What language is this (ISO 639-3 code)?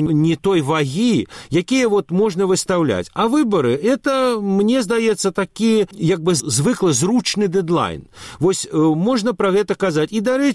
bel